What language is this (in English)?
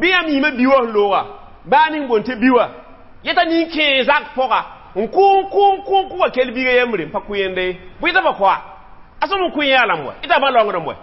Mossi